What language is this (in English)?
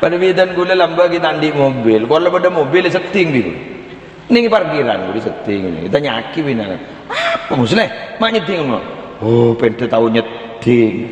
Madurese